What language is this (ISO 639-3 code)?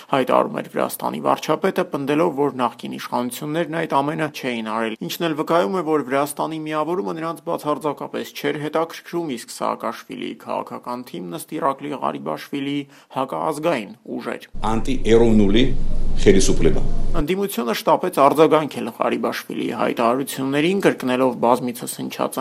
hye